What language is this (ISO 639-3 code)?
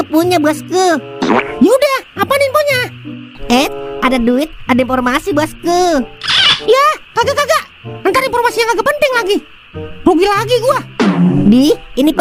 bew